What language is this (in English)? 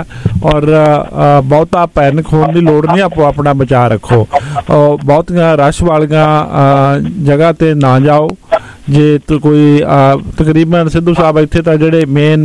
Punjabi